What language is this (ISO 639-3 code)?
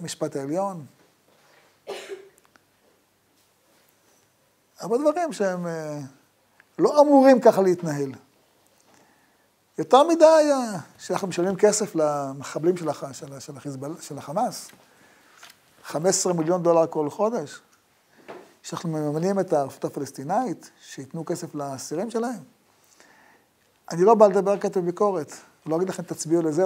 heb